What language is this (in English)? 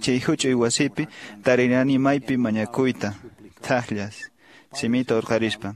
Quechua